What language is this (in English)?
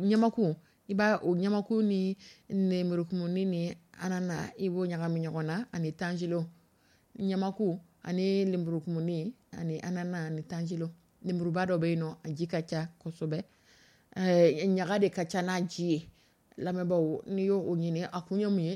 Dyula